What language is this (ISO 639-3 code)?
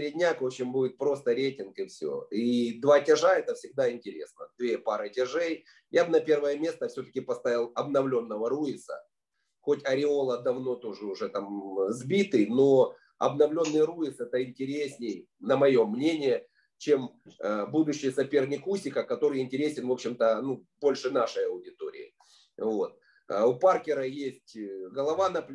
rus